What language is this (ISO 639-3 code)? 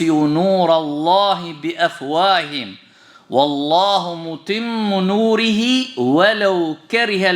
sqi